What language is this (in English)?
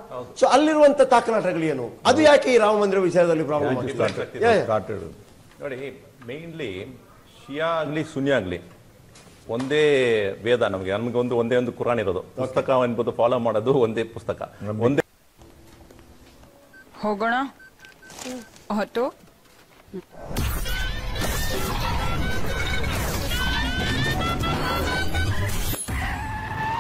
Kannada